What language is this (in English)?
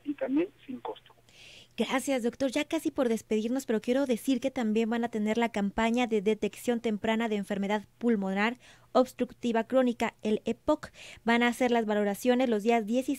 Spanish